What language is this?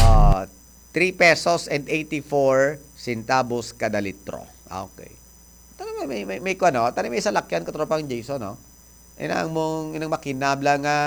Hiligaynon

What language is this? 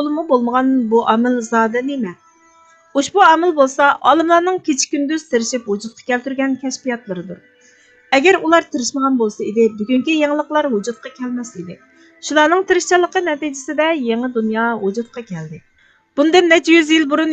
Uyghur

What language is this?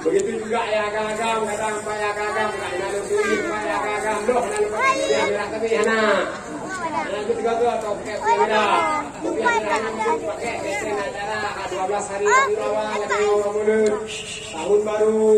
Achinese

